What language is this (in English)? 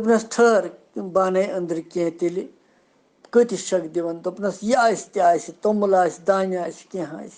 Kashmiri